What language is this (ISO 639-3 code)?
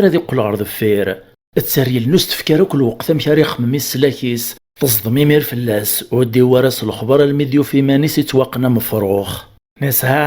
kab